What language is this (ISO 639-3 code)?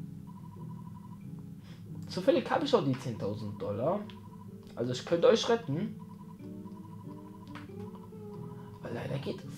deu